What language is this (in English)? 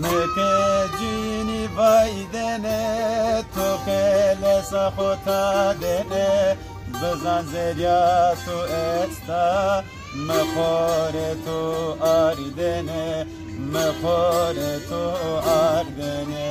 Zaza